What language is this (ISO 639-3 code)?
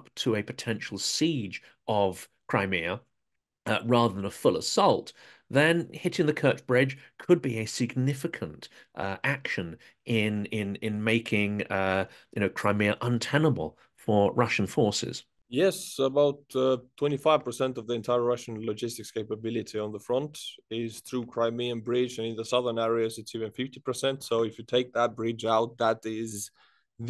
eng